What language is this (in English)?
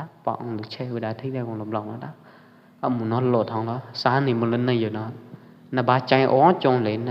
Pwo Eastern Karen